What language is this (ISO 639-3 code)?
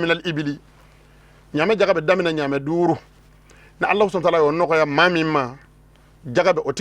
bam